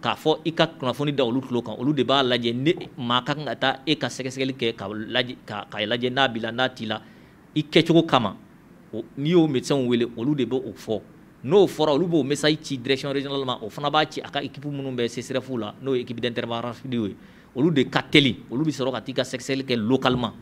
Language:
Bambara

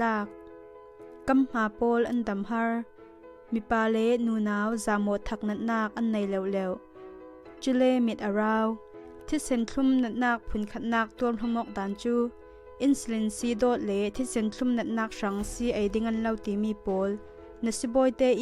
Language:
Falam Chin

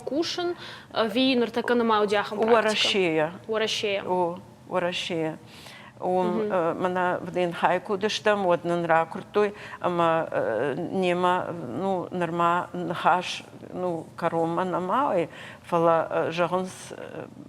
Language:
Ossetic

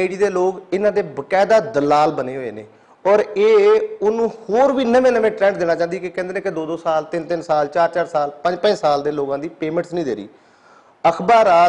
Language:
Western Panjabi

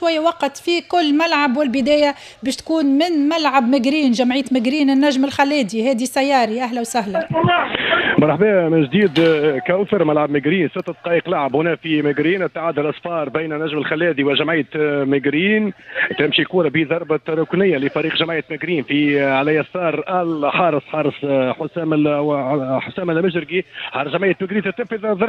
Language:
Tunisian Arabic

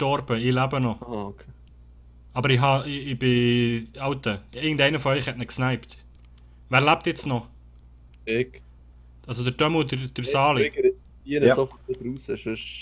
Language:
Swiss German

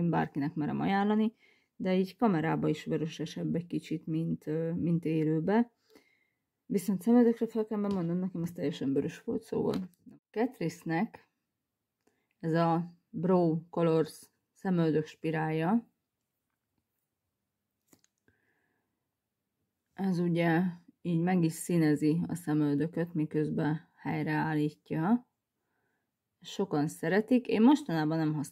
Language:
Hungarian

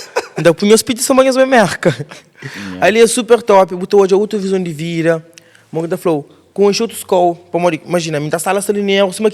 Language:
Kabuverdianu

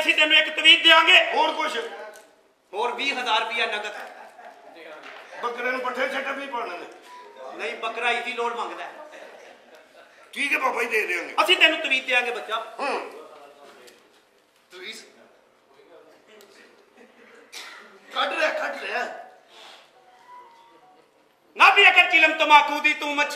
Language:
Punjabi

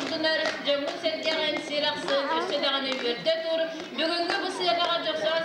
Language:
Yakut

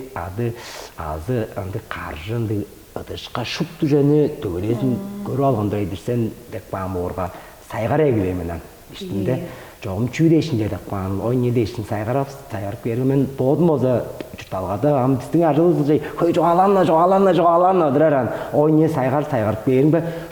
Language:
Tuvinian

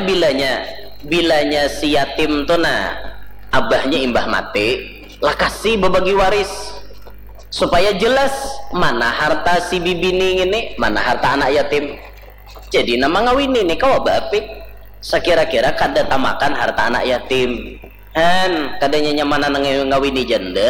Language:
Banjar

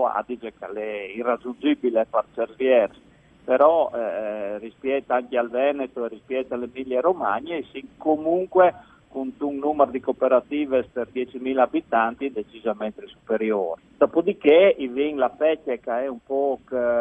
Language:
Friulian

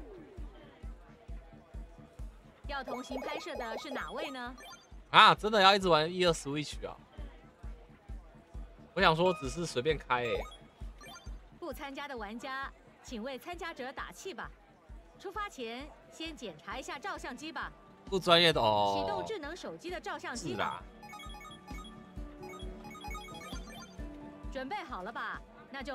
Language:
Chinese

